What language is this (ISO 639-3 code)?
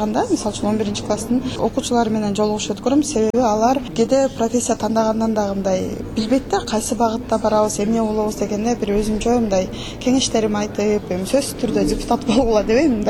kir